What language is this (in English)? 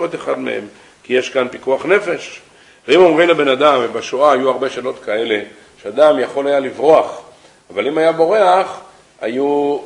Hebrew